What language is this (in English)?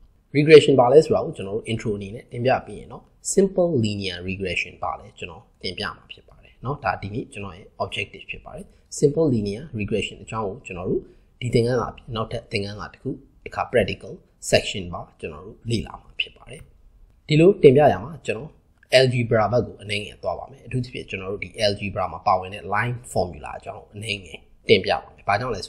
Burmese